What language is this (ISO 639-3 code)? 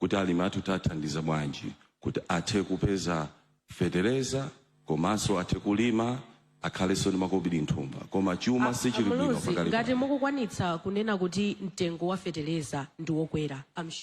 nya